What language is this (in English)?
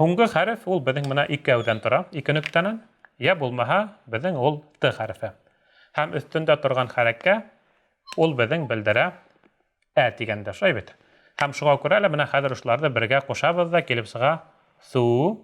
Bashkir